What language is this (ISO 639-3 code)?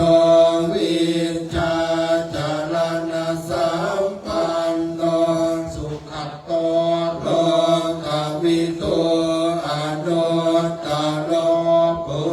pli